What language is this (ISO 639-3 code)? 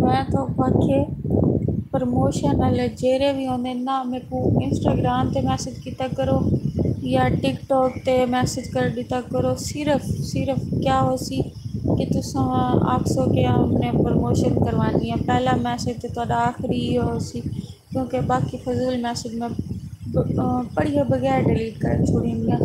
skr